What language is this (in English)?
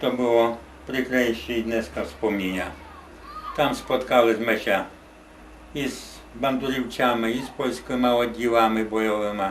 Rusyn